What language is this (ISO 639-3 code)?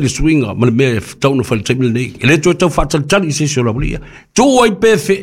smo